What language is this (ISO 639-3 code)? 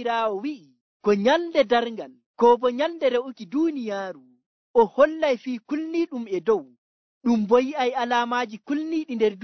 fuv